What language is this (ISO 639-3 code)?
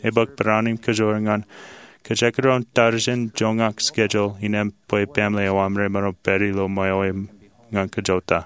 mah